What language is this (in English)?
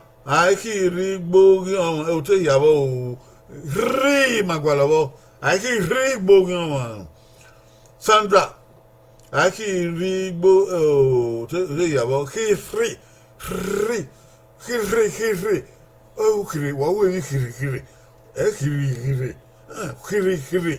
Bini